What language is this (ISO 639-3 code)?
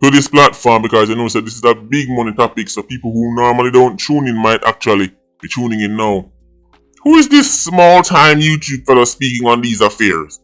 jam